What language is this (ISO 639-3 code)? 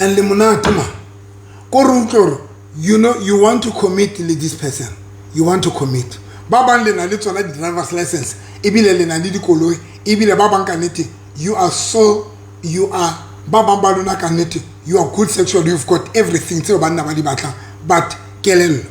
sot